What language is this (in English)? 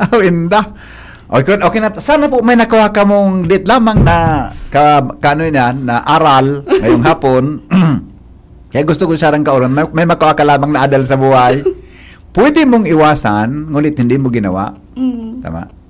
Bikol